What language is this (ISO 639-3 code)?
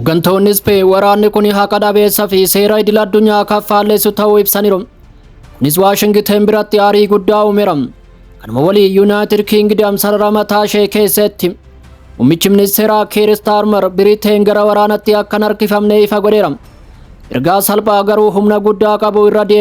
orm